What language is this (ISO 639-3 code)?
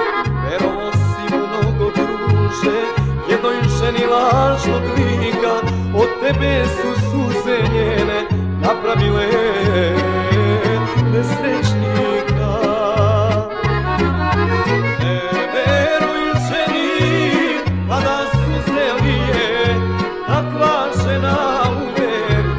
srp